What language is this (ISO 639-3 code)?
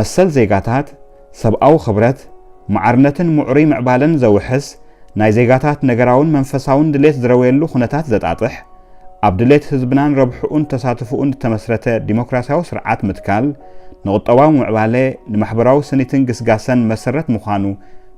tir